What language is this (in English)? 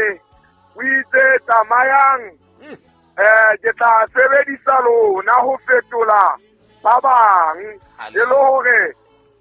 Southern Sotho